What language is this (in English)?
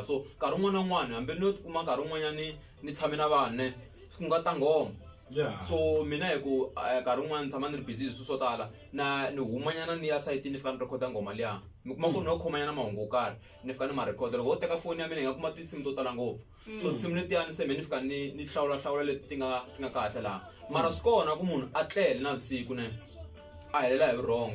Tsonga